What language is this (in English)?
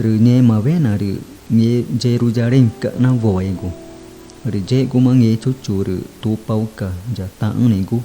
Ticuna